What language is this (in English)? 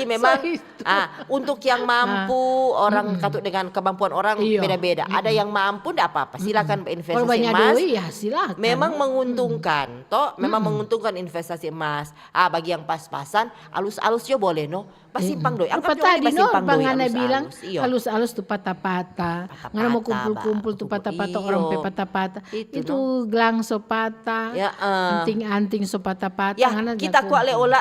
Manado Malay